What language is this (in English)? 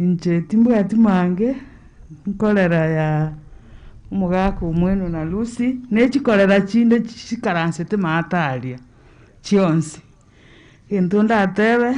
Gusii